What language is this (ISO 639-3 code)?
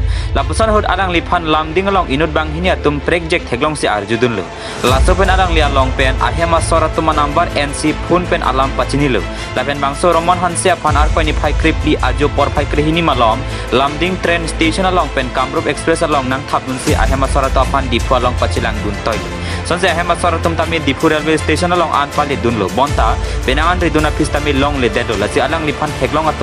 mjw